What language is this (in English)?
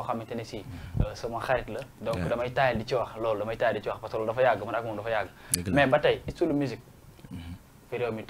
Wolof